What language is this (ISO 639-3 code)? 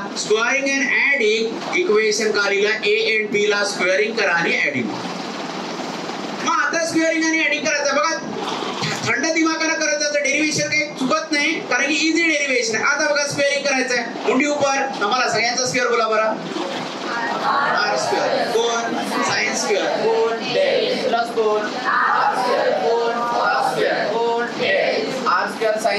mar